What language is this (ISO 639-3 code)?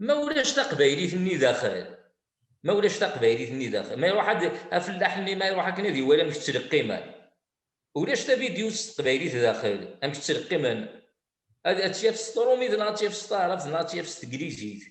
kab